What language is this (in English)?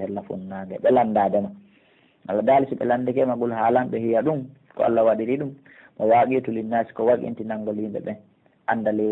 Pular